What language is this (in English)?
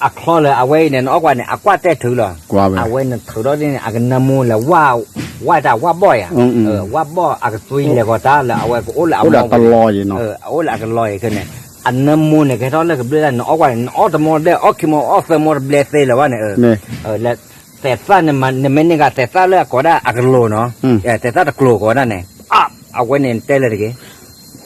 S'gaw Karen